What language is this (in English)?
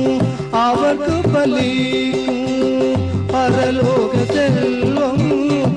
Tamil